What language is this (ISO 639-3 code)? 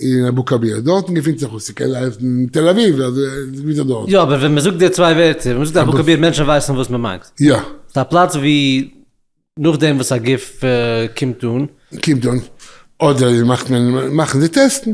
yid